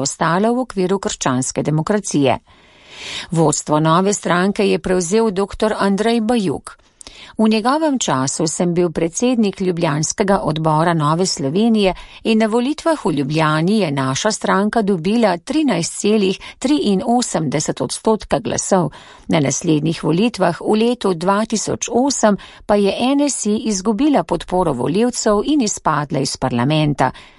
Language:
Slovenian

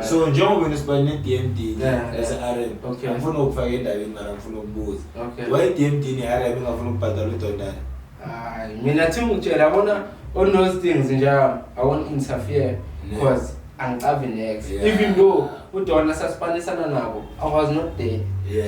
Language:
Zulu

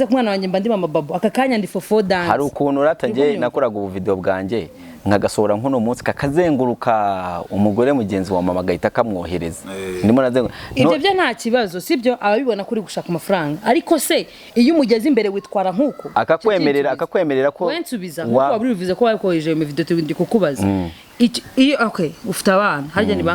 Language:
Kinyarwanda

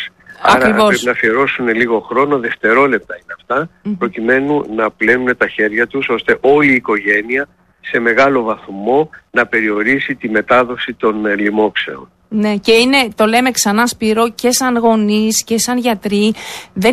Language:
Greek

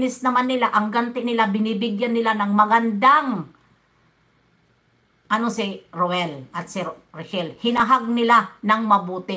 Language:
Filipino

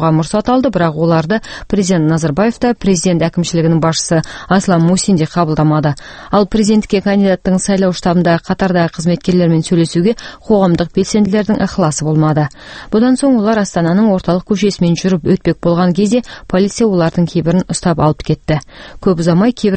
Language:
Kazakh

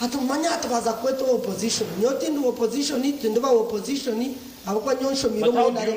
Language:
Nyankole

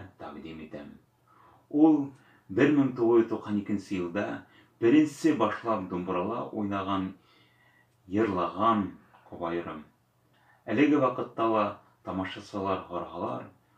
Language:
Bashkir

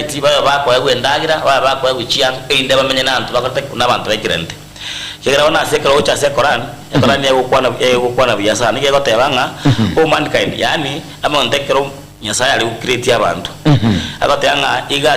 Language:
Gusii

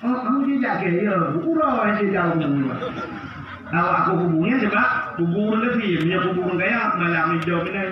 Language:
Achinese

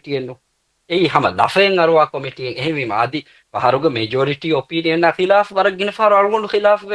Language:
Divehi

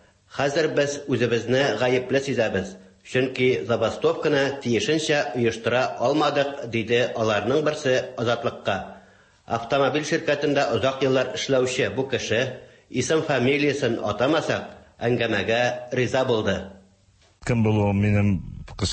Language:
Tatar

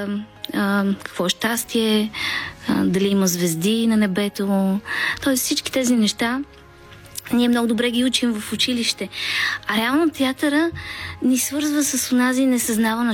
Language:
Bulgarian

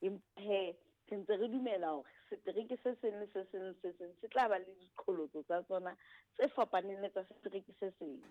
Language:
Southern Sotho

